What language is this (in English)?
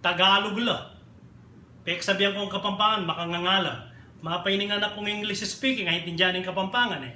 Pampanga